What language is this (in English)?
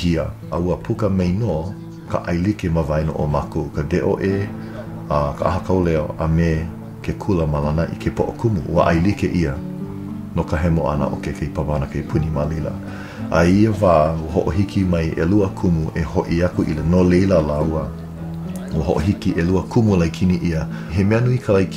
Hawaiian